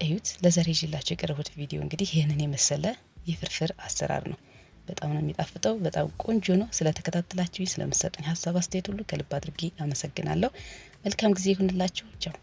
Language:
Amharic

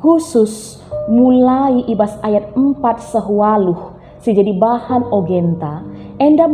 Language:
Batak Karo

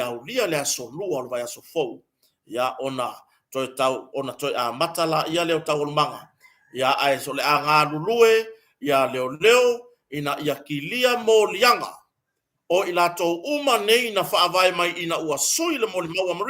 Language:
Samoan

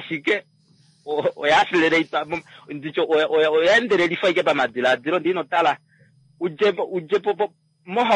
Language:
Kuanyama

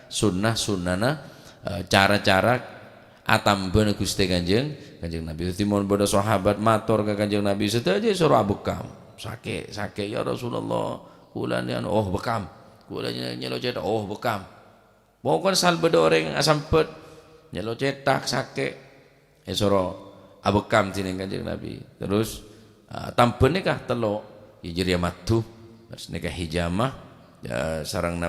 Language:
Madurese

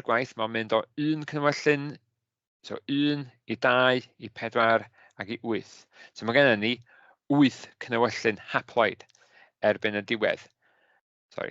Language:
Welsh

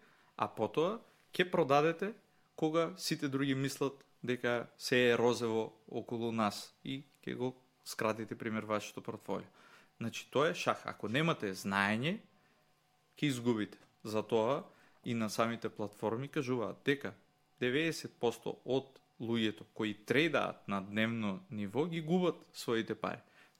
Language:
Macedonian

